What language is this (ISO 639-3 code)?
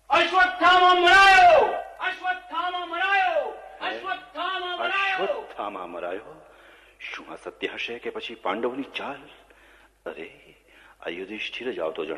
guj